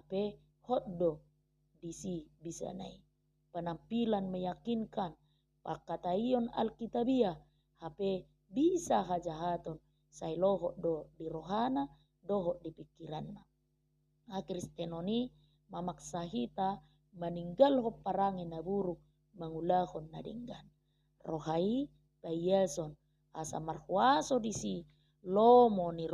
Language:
Batak Toba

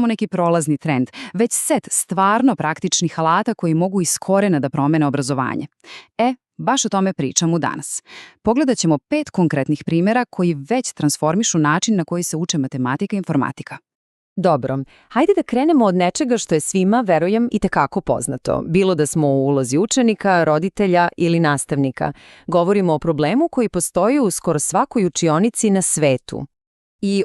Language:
Macedonian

